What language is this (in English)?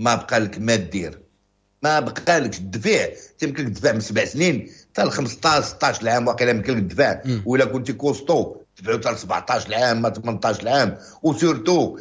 Moroccan Arabic